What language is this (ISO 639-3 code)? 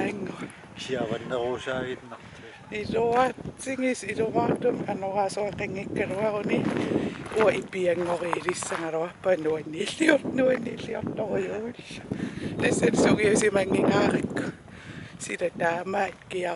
kal